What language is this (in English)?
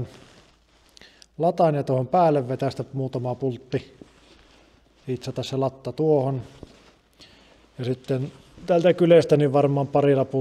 Finnish